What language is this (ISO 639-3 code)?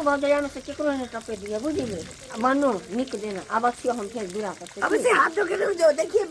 mai